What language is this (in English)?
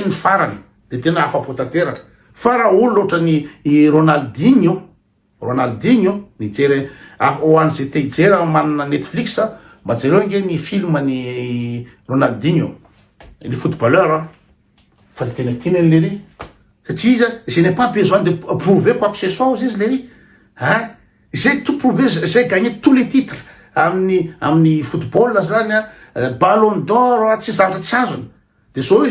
Malagasy